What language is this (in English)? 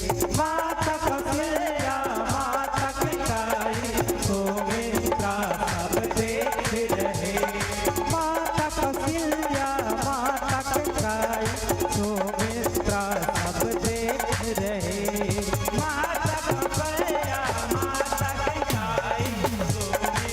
Chhattisgarhi